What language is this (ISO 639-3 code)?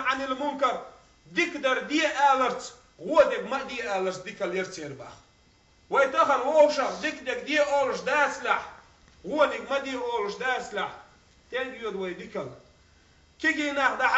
che